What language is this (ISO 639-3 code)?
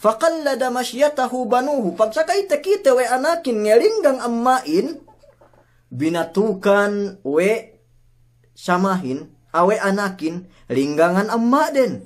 yka